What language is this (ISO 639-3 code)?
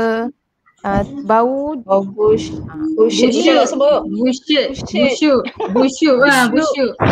msa